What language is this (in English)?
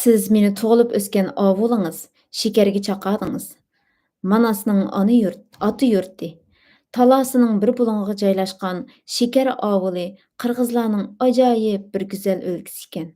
Uyghur